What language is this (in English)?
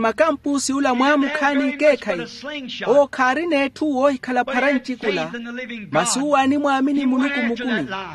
Makhuwa